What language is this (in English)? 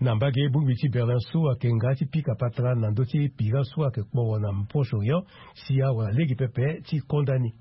Sango